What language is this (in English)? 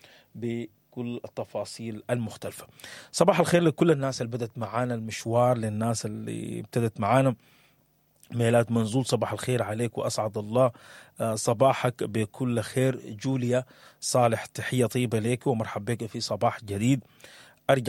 Sudanese Arabic